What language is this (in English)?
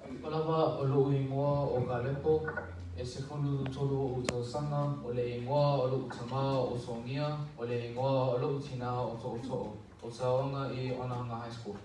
Samoan